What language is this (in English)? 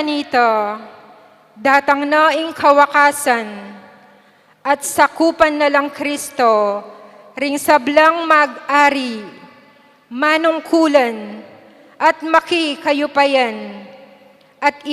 Pampanga